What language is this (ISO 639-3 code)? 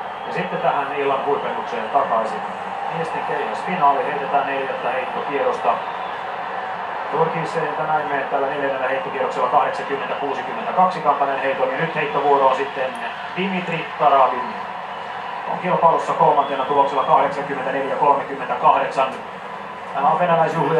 fin